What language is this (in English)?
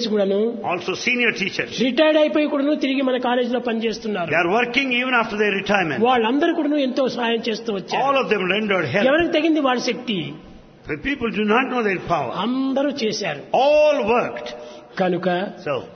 Telugu